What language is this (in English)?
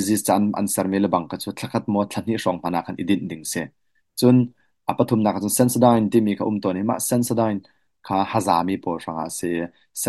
Hakha Chin